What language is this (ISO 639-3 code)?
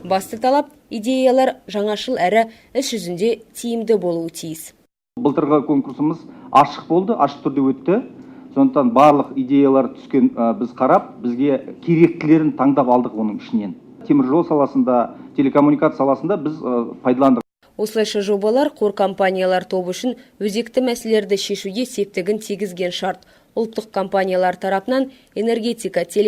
kaz